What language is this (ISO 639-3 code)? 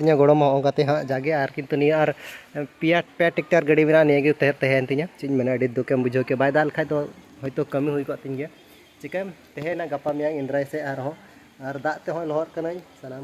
sat